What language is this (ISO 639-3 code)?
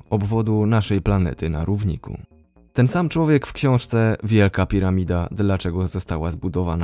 pol